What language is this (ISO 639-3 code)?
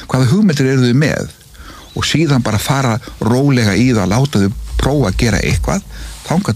isl